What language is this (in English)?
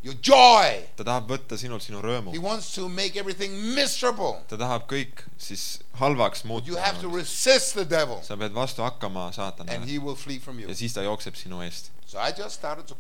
Estonian